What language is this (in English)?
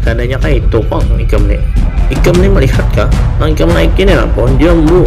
Banjar